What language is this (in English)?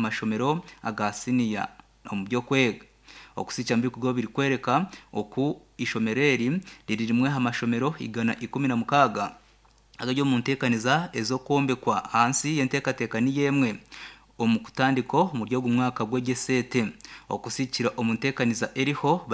Nyankole